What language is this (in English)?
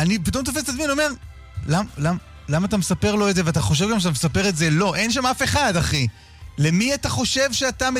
Hebrew